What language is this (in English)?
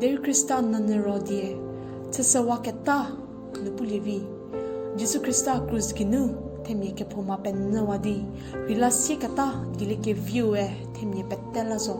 Angami Naga